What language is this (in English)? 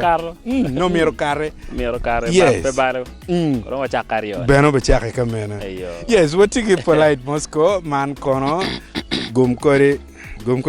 Acoli